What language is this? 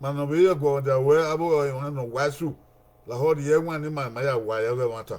Bini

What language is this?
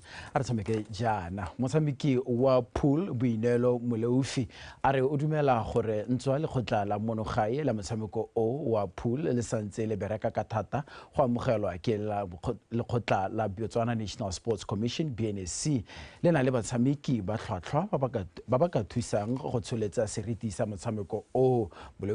Tswana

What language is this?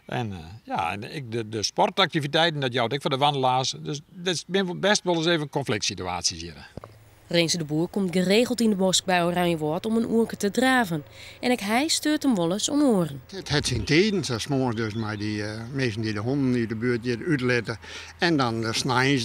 Western Frisian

